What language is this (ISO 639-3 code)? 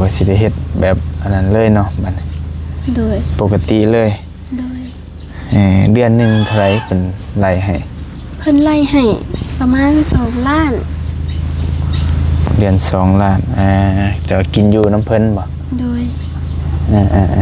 lao